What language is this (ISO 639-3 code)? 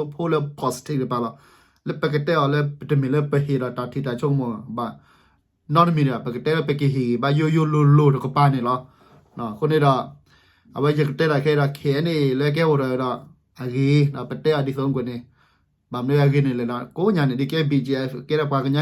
ksw